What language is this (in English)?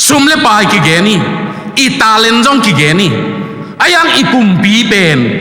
Tedim Chin